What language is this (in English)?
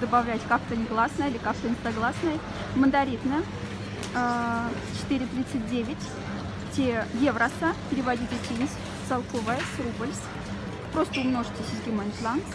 Moksha